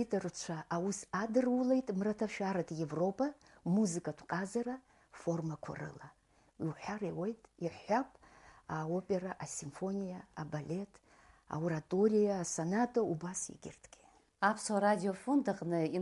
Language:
Abkhazian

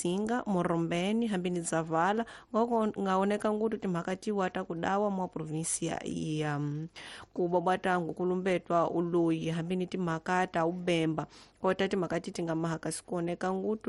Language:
Tsonga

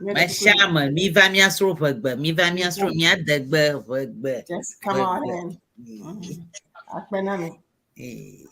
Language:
Ewe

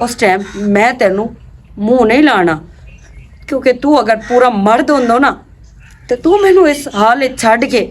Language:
Western Panjabi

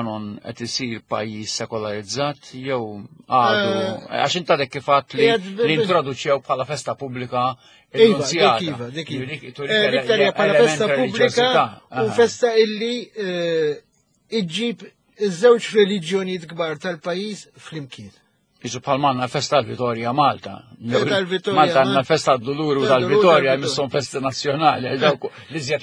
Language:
Maltese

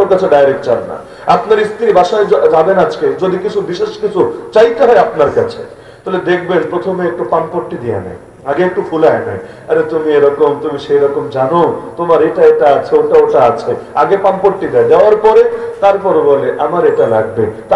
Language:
Bangla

